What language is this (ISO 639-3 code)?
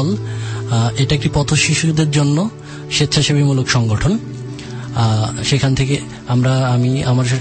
ben